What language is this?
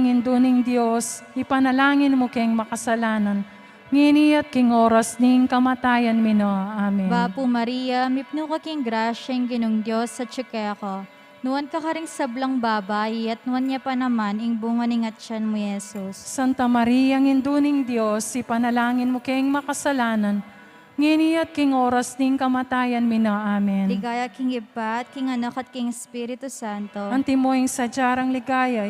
Pampanga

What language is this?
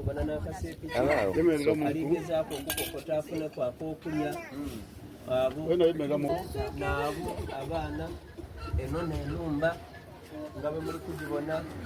Soga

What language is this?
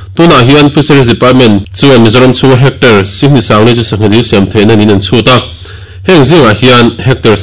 Mizo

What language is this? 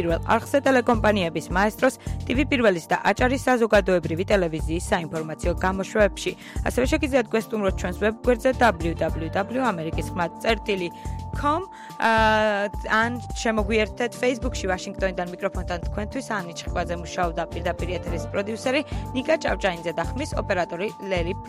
Georgian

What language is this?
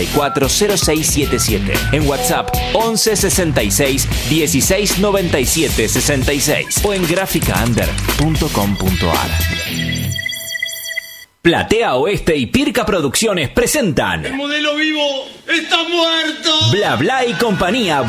Spanish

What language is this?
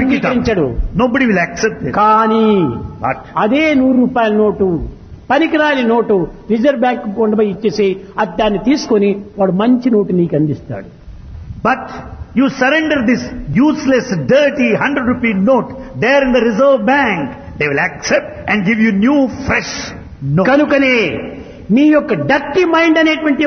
Telugu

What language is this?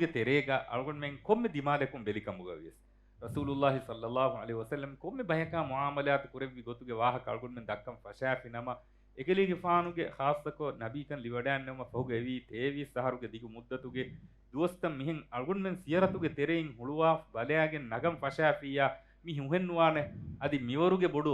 Divehi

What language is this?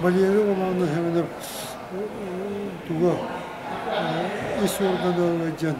Yakut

